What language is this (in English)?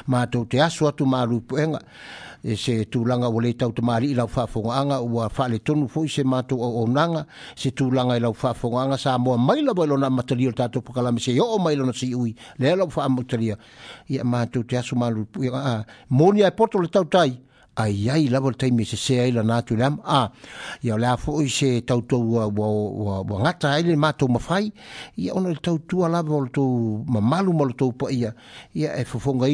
Samoan